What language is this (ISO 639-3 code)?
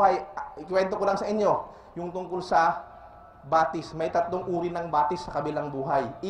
fil